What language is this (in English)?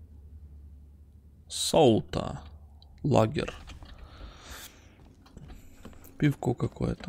Russian